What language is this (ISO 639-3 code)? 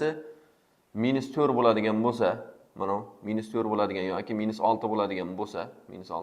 uzb